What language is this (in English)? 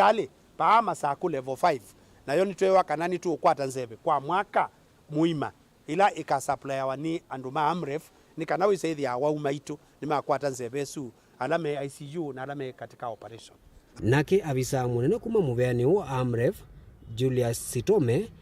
Kamba